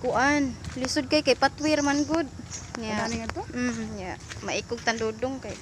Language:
Cebuano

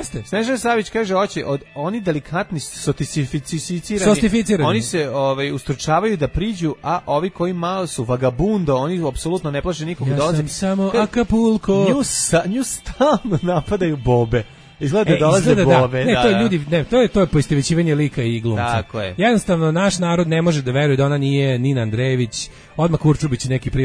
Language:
Serbian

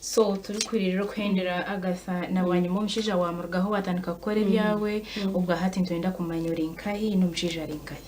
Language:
Nyankole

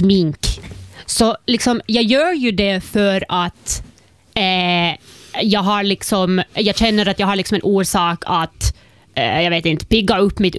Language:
Swedish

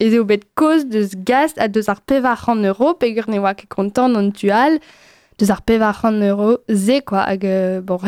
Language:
Breton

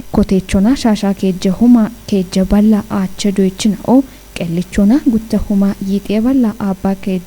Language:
Kafa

